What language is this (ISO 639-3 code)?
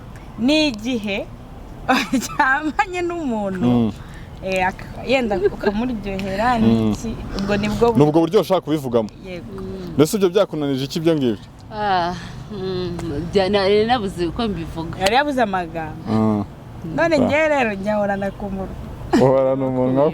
kin